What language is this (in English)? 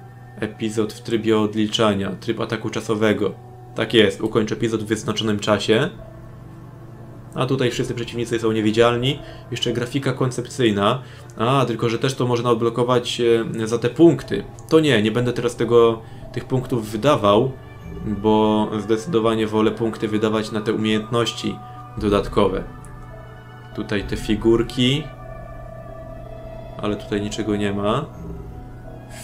Polish